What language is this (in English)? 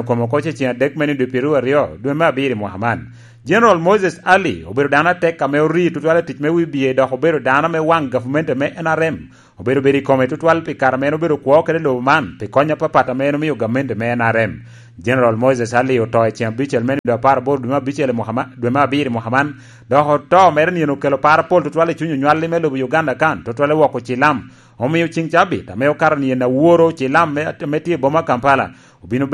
Lango (Uganda)